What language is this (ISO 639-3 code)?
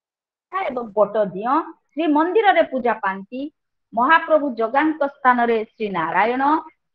ori